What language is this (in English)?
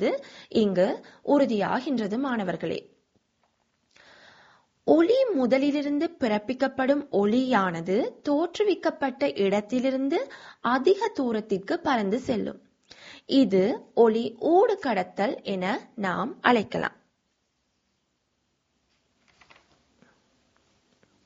Tamil